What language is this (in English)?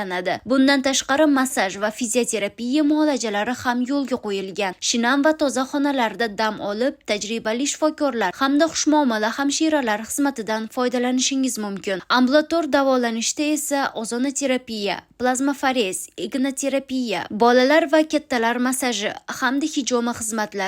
Uzbek